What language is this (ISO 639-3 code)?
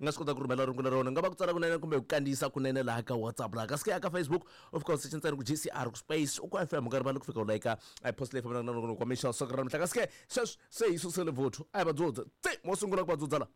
tso